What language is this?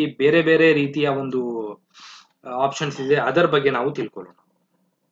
Kannada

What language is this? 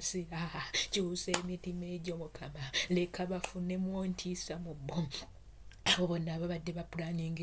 Ganda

